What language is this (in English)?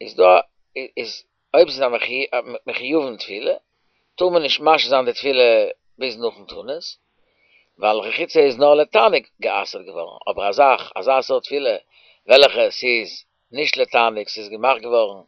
Yiddish